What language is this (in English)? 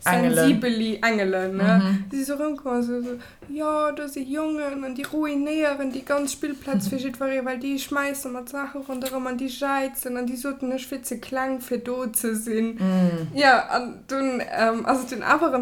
Luxembourgish